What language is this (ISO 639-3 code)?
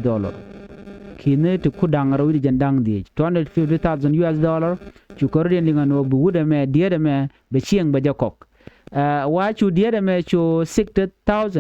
nus